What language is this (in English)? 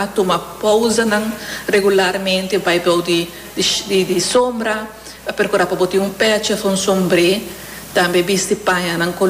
Papiamento